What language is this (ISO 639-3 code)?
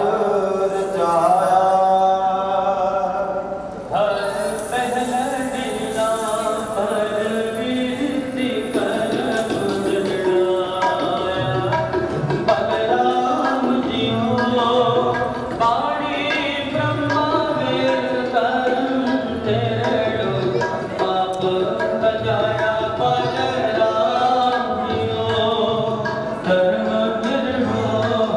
pan